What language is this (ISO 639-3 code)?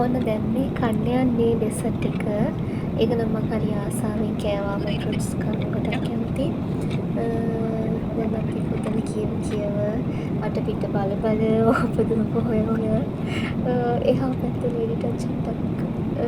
sin